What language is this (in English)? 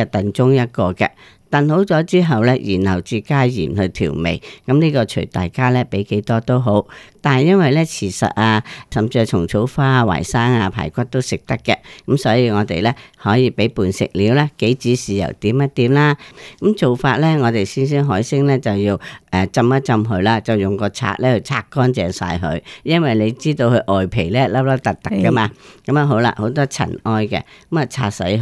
Cantonese